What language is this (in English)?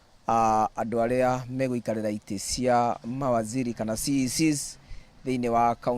Kikuyu